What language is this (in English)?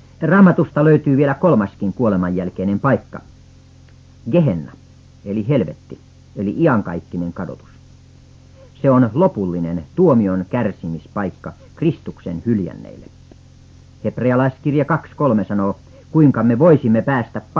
Finnish